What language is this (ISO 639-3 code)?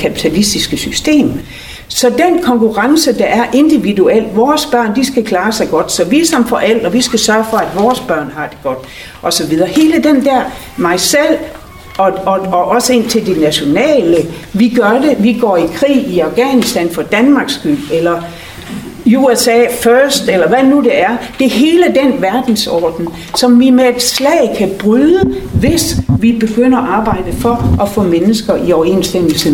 dan